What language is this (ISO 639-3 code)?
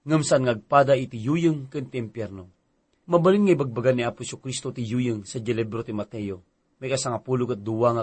ilo